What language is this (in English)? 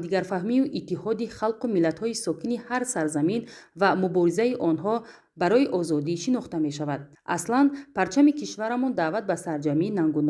Tajik